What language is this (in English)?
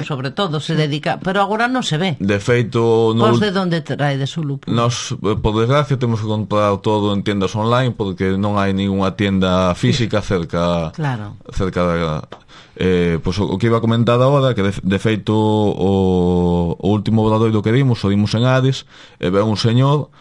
Galician